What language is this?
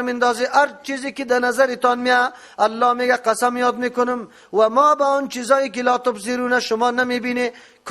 Persian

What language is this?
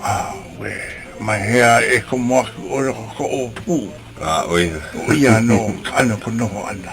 Hawaiian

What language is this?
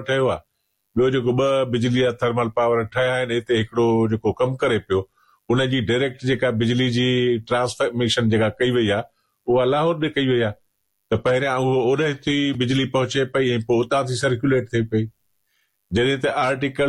Sindhi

